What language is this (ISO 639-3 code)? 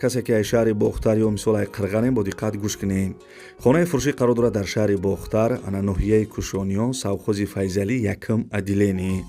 tgk